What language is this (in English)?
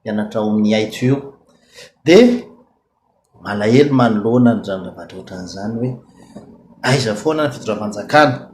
Malagasy